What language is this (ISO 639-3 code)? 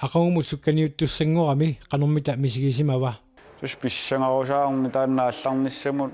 kal